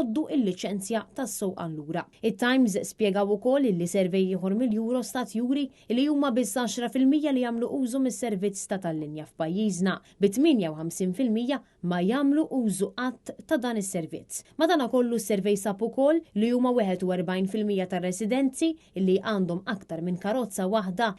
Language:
Maltese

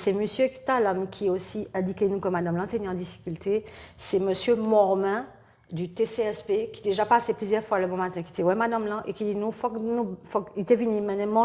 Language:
Guadeloupean Creole French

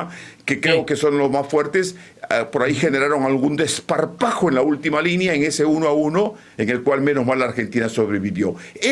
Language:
Spanish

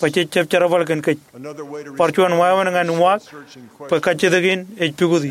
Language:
Marshallese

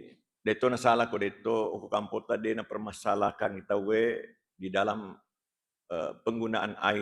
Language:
Buginese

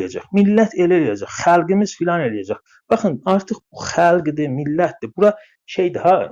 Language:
South Azerbaijani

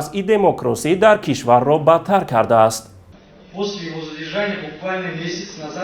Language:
Tajik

